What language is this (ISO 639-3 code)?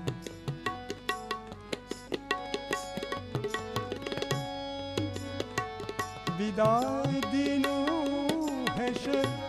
ben